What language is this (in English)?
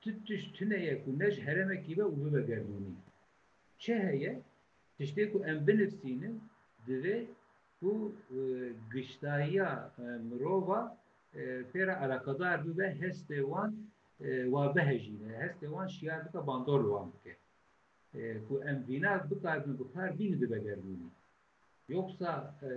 Kurdish